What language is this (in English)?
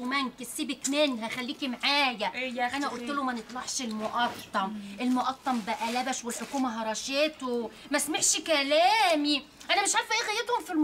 Egyptian Arabic